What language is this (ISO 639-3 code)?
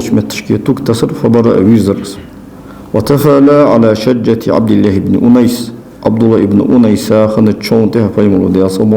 inh